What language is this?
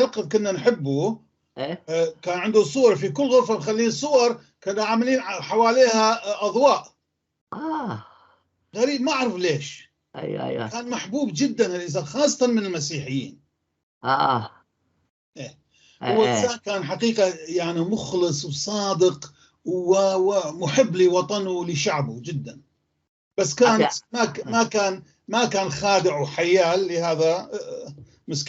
North Levantine Arabic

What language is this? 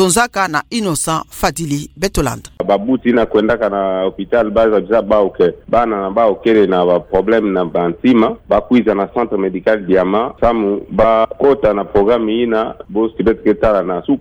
Kituba (Democratic Republic of Congo)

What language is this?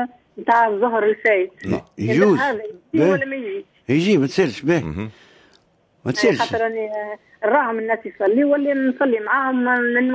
Tunisian Arabic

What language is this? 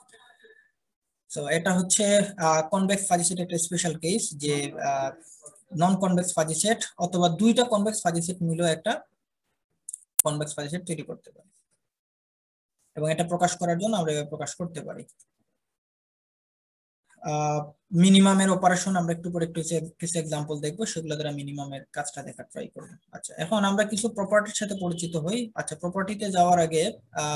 Bangla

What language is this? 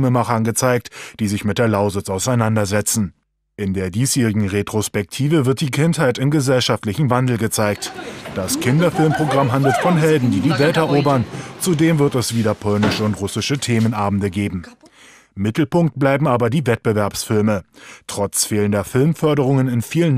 German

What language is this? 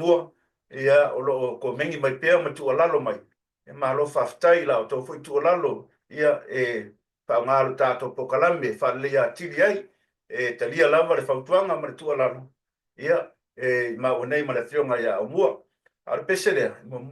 Samoan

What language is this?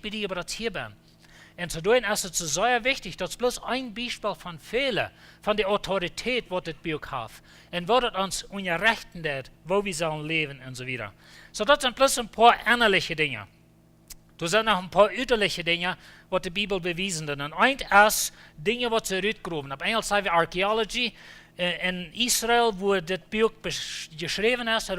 Plautdietsch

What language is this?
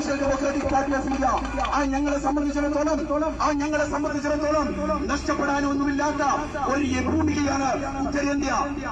Malayalam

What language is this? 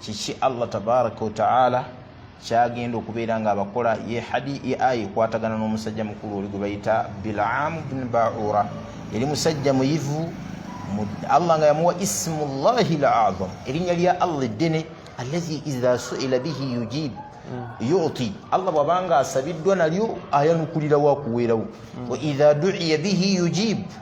Ganda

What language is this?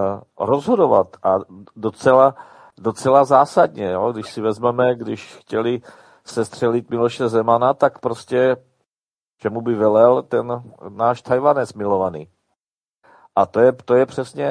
Czech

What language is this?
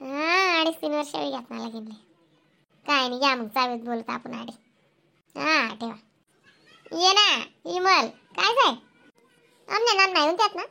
Khandesi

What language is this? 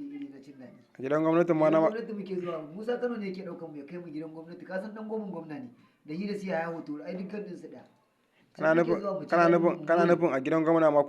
Hausa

